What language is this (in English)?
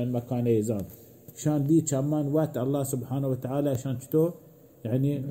Baluchi